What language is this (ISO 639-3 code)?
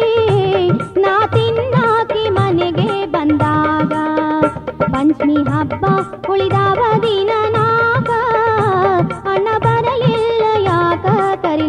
kan